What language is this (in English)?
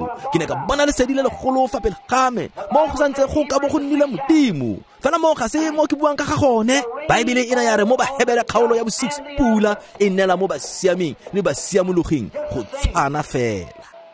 Tswana